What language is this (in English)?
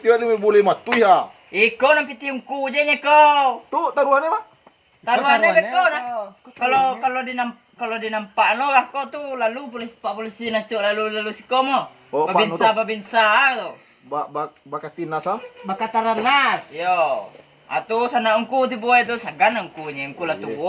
Minangkabau